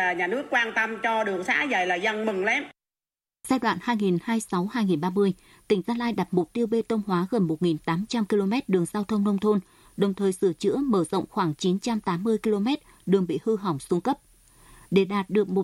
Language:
Vietnamese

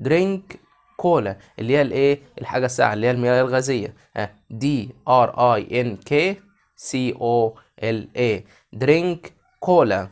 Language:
Egyptian Arabic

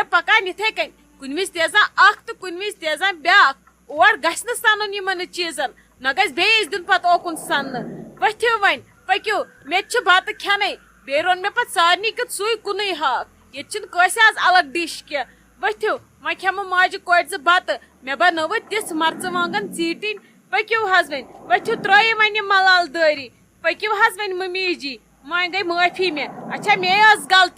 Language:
Kashmiri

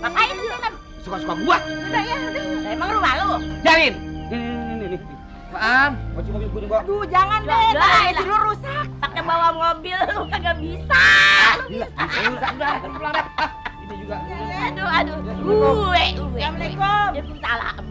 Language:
Betawi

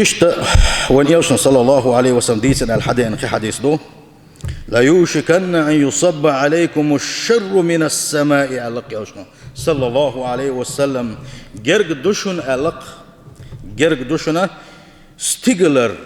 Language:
Chechen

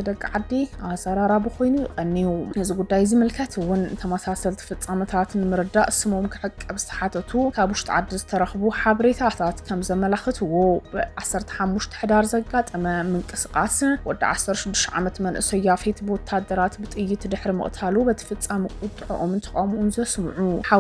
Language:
Tigrinya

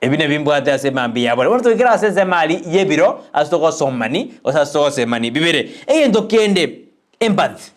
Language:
Gusii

